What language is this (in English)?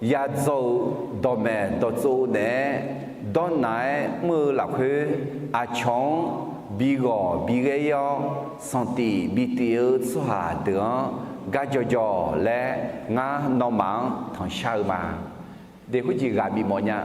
Akha